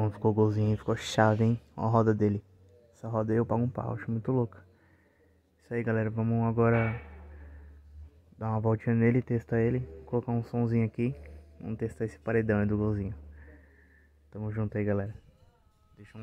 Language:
Portuguese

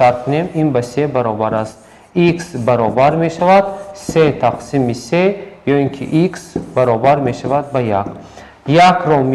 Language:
Tajik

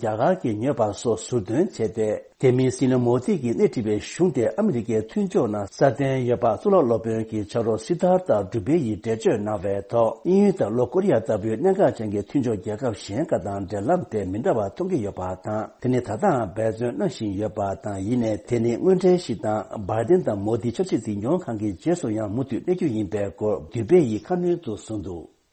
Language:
Tibetan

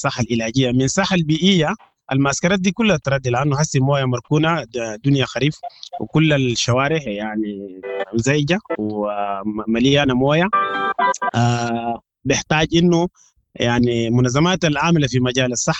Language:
Sudanese Arabic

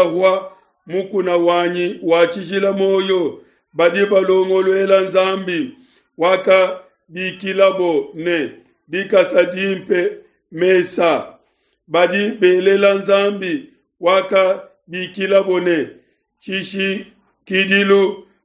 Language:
Luba-Lulua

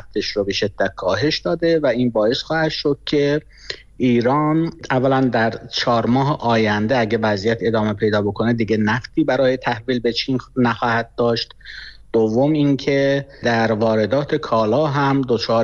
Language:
Persian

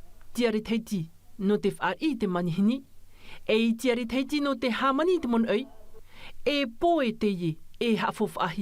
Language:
Tahitian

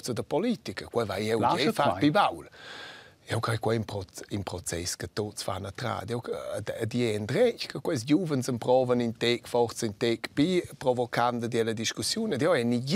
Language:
Romansh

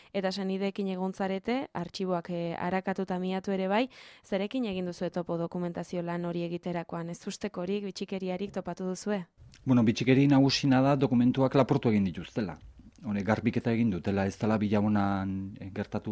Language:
Basque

